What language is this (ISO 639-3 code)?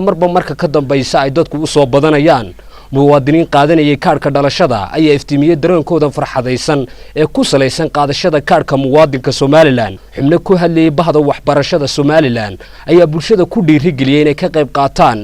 som